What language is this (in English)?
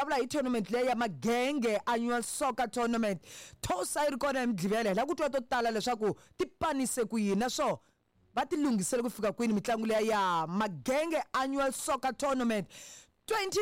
Tsonga